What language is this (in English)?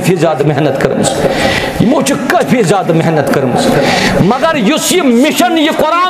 Kashmiri